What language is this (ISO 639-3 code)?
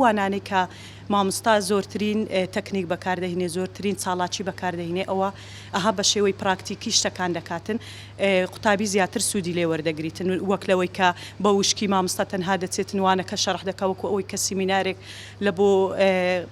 ckb